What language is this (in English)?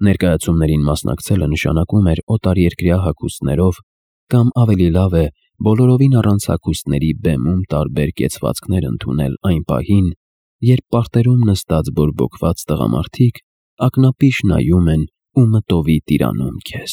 Armenian